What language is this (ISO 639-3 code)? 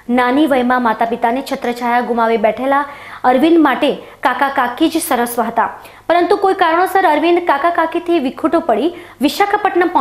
guj